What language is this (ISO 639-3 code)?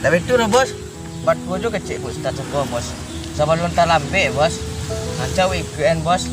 min